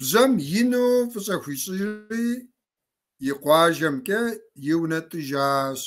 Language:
Kabardian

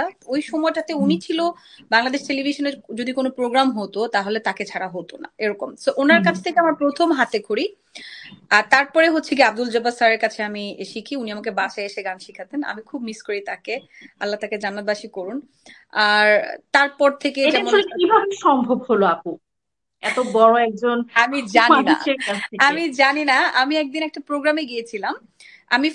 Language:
Bangla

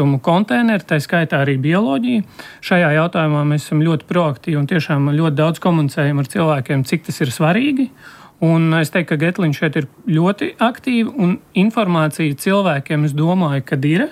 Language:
Latvian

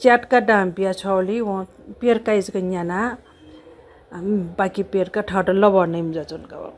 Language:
Newari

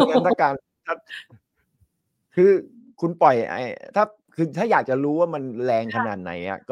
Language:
Thai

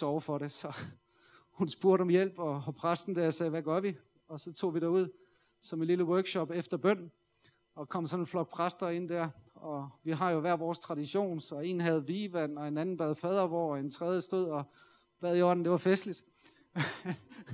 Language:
Danish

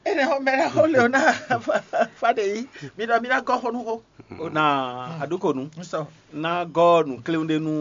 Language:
Fon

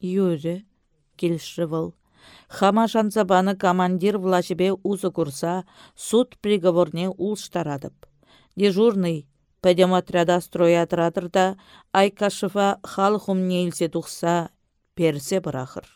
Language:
Chuvash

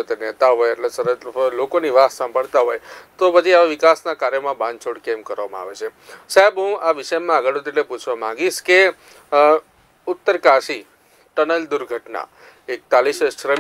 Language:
Gujarati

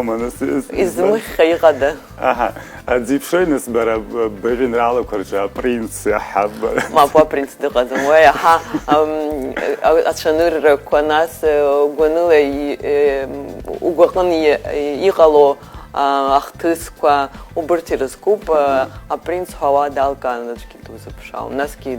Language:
Abkhazian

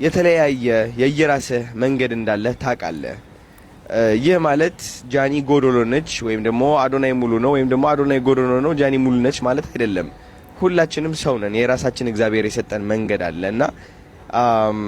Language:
Amharic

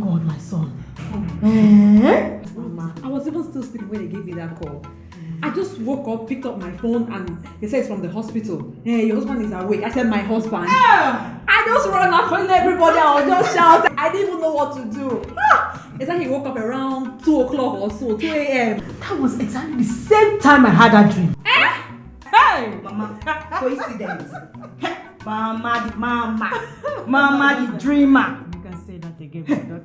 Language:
Nigerian Pidgin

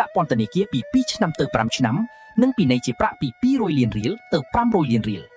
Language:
Khmer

